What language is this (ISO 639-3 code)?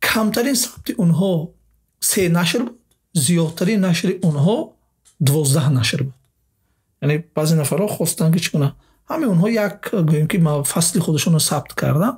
tgk